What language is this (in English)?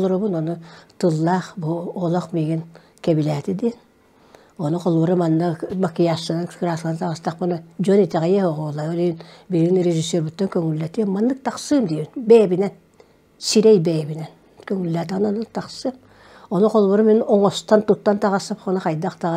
Yakut